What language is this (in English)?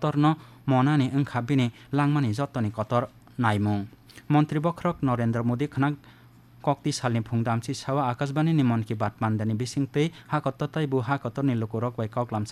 Kok Borok